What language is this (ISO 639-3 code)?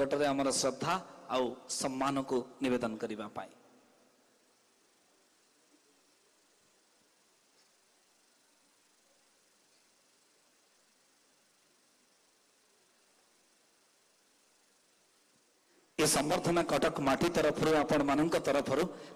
ori